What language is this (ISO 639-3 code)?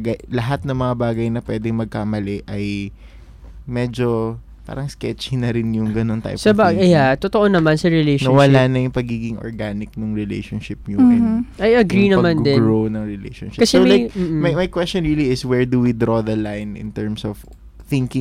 fil